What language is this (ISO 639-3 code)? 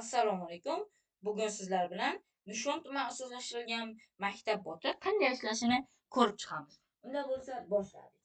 uzb